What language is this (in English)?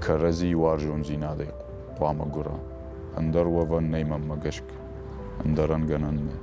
Ossetic